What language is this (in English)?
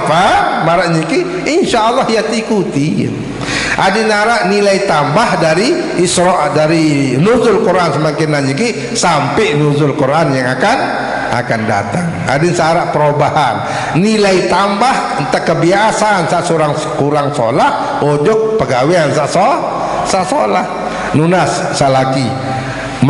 Sasak